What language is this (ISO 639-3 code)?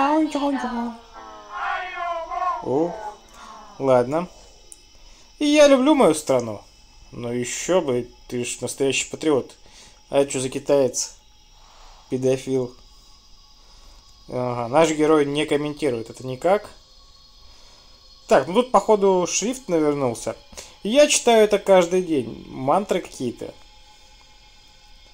rus